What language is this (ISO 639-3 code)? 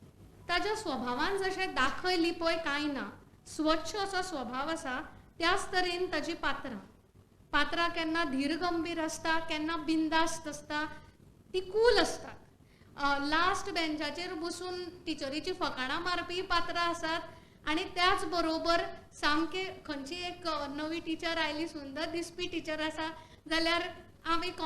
kok